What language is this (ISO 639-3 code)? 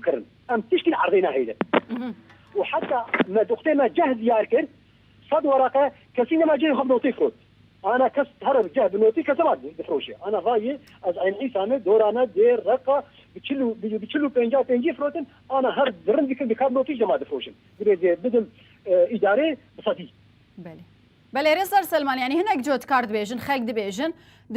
kur